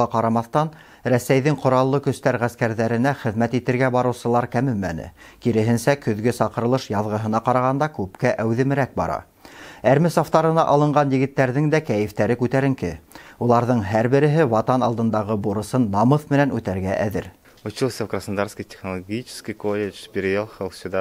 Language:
Bashkir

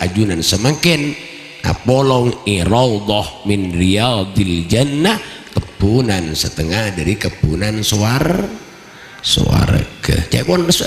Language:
Madurese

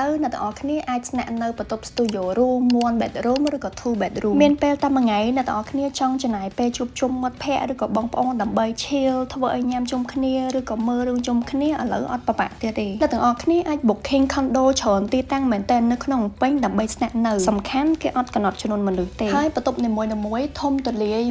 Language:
Khmer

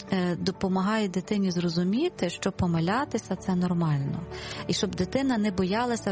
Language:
Ukrainian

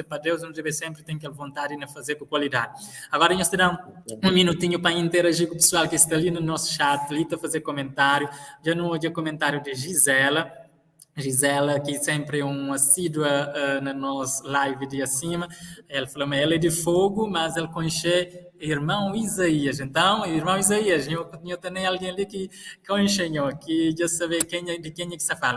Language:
Kabuverdianu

